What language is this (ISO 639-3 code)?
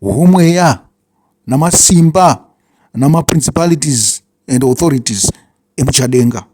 sna